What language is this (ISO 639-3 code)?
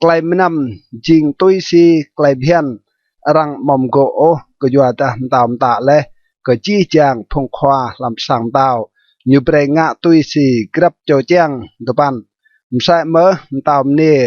rad